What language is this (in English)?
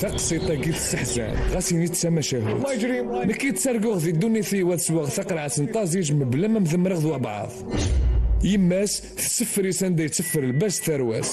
Kabyle